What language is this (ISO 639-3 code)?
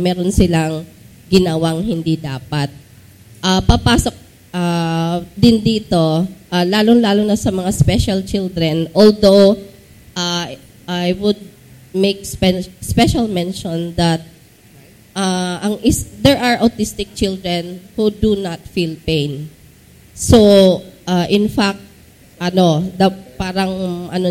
fil